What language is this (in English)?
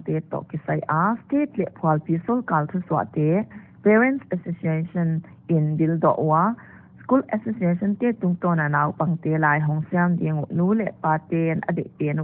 Paite Chin